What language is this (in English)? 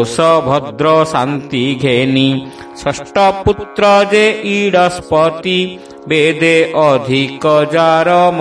Odia